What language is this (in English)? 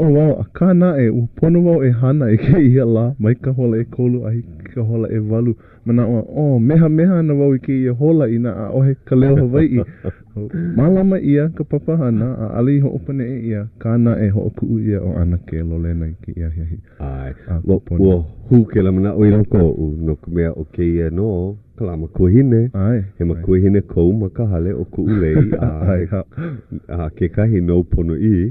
Hawaiian